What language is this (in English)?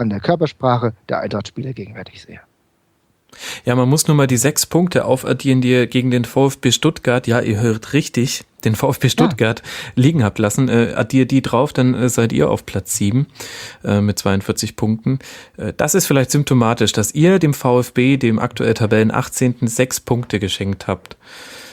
German